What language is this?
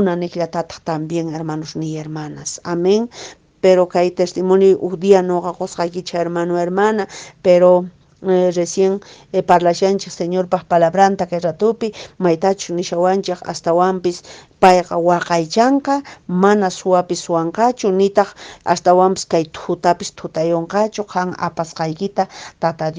Quechua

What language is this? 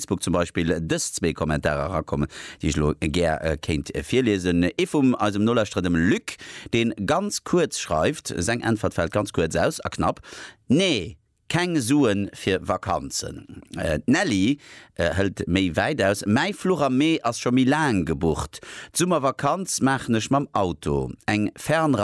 Luxembourgish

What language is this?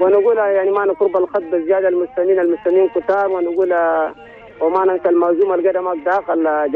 Chadian Arabic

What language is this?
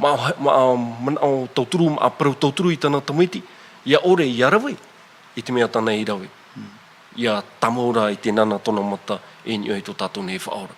Tahitian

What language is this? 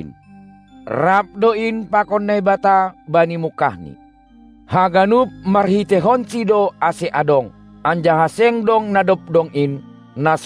Batak Simalungun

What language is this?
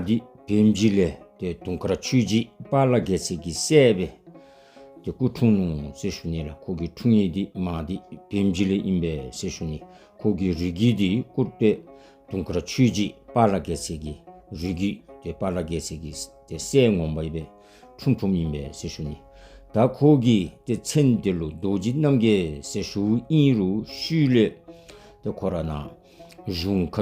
Dzongkha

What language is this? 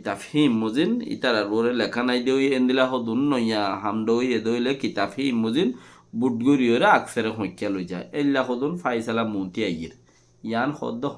Rohingya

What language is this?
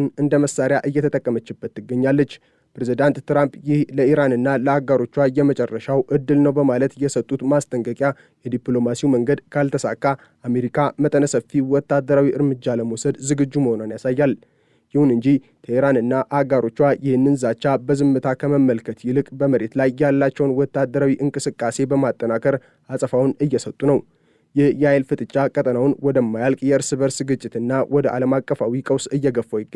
Amharic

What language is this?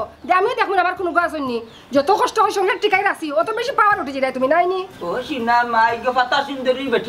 Sylheti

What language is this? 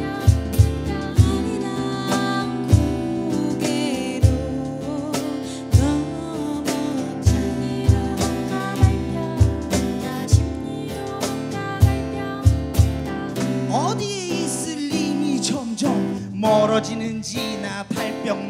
Korean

